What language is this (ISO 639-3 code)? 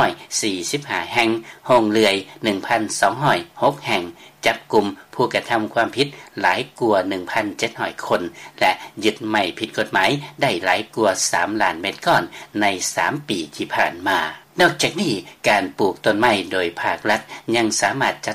lao